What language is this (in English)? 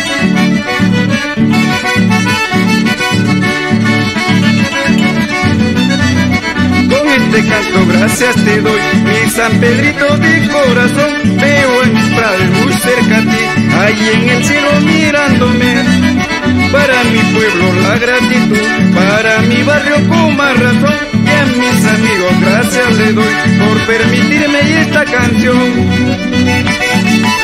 Spanish